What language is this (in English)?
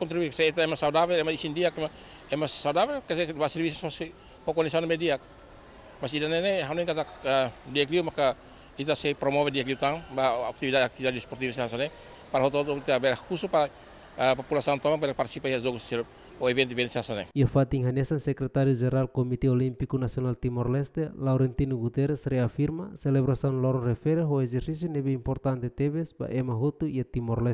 Tetum